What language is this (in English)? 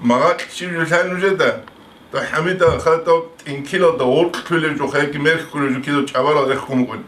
Avaric